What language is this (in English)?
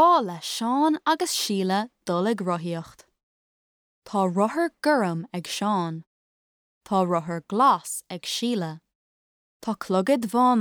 Irish